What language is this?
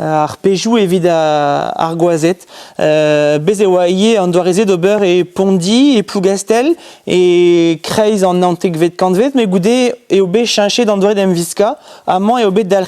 Breton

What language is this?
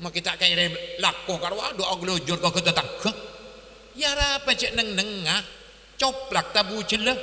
Madurese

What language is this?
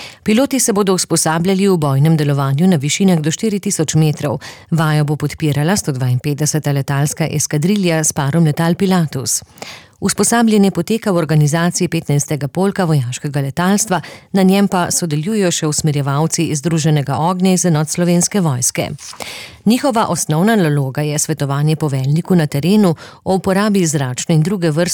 Slovenian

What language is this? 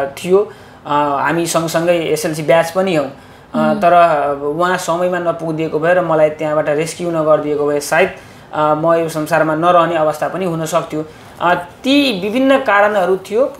Nepali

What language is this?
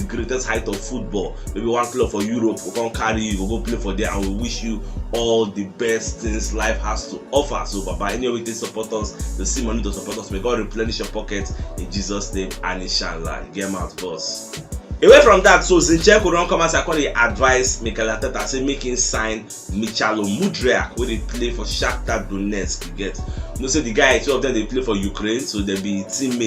Nigerian Pidgin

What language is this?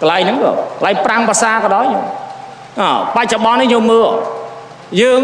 Khmer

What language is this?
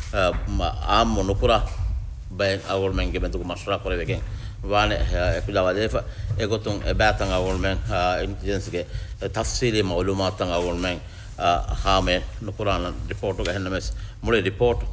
Divehi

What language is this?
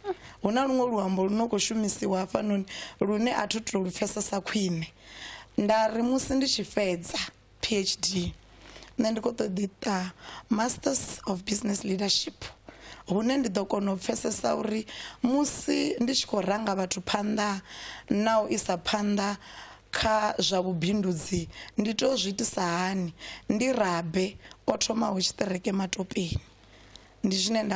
Venda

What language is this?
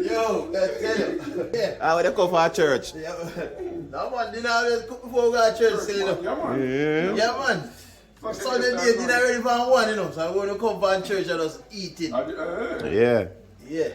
Jamaican Creole English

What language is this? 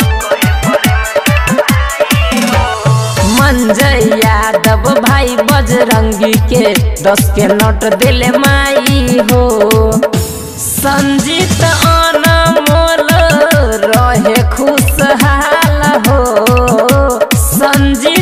Bhojpuri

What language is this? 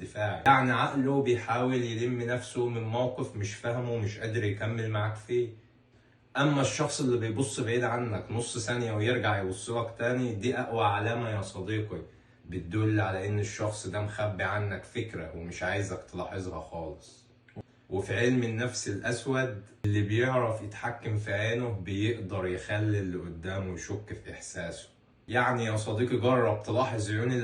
Egyptian Arabic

